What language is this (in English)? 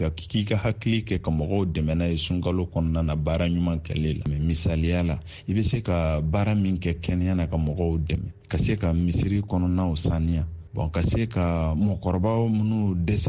Bambara